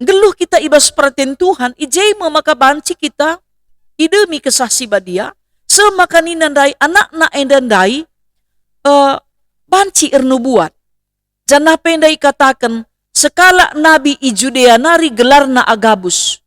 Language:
Batak Karo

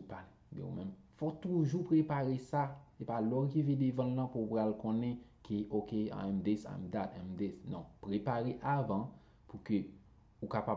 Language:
Haitian Creole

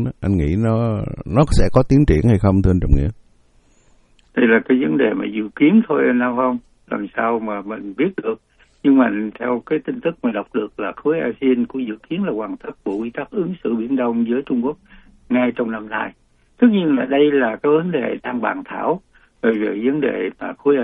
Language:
Vietnamese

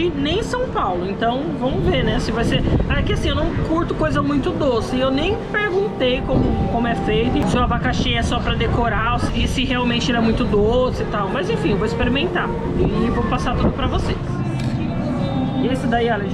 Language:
Portuguese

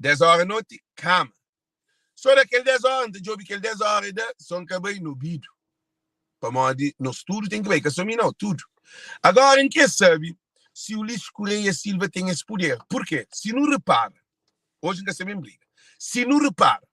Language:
Kabuverdianu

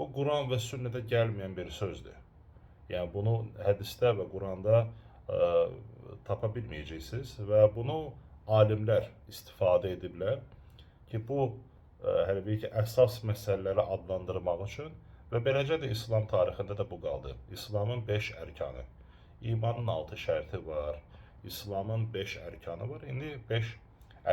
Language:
Azerbaijani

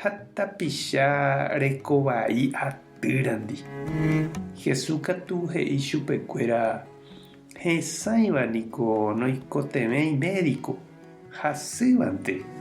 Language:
Guarani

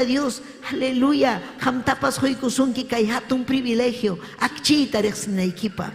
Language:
Ayacucho Quechua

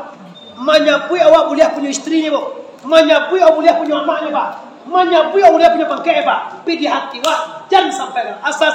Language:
Minangkabau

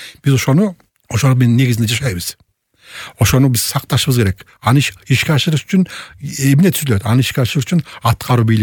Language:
Kyrgyz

